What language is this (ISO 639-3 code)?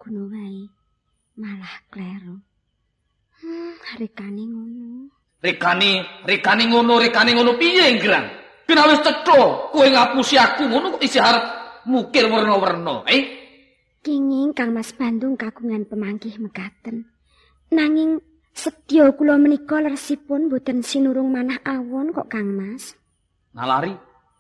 jav